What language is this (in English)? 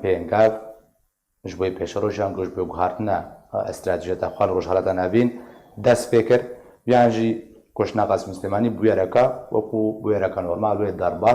Kurdish